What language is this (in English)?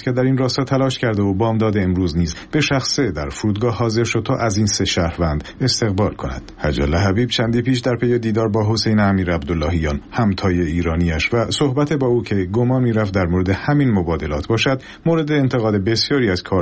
Persian